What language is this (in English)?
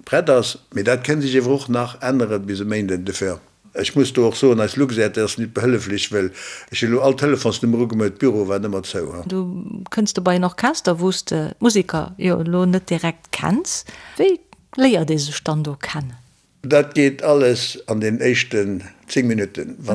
Luxembourgish